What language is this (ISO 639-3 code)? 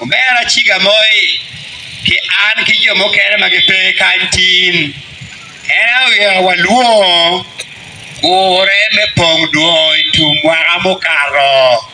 ach